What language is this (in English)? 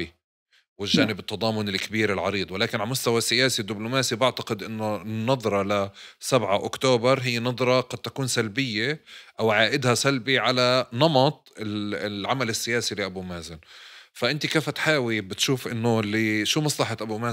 North Levantine Arabic